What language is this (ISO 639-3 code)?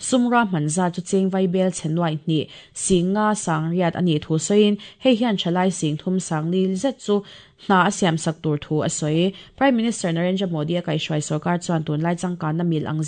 lus